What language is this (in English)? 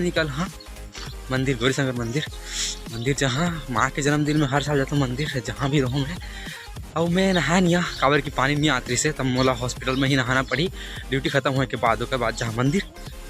Chhattisgarhi